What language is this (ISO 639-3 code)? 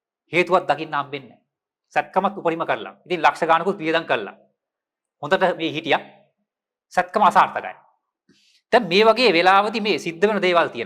sin